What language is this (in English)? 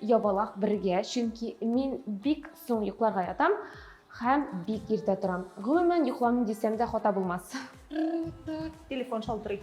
Tatar